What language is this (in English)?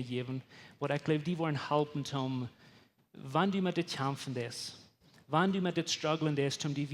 Plautdietsch